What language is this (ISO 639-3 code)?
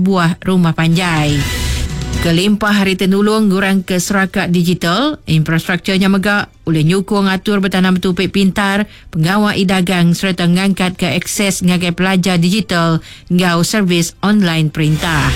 iba